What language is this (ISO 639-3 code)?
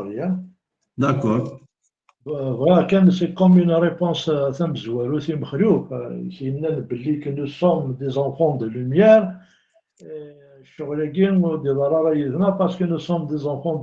kab